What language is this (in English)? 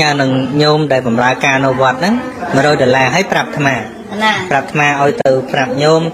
Khmer